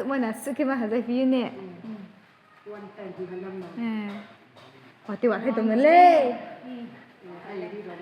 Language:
Riang (India)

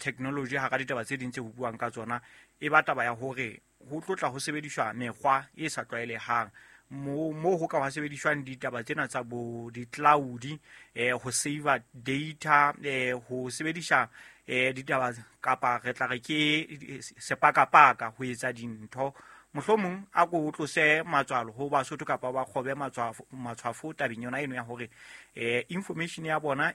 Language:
Southern Sotho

